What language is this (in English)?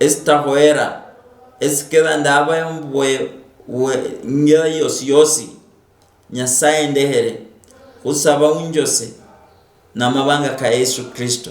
Luyia